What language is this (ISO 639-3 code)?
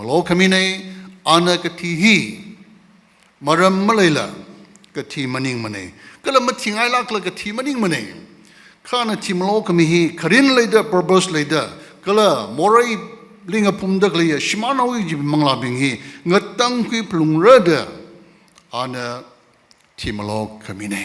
nmf